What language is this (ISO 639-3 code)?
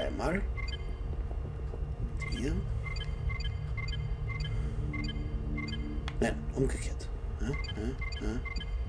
deu